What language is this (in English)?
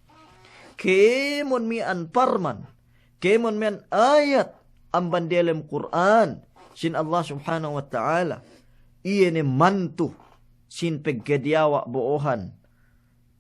Yakan